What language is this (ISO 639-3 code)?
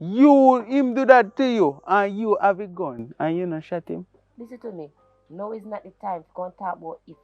jam